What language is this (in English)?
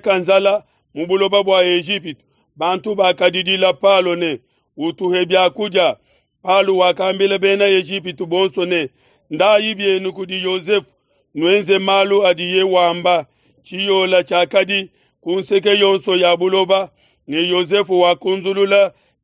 Luba-Lulua